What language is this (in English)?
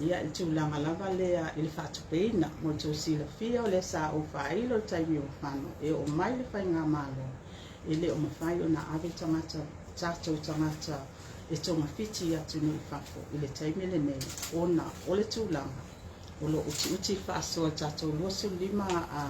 Samoan